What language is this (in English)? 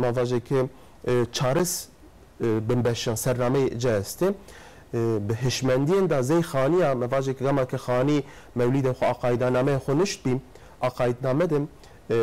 Kurdish